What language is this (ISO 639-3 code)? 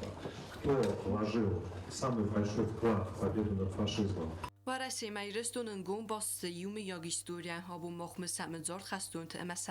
oss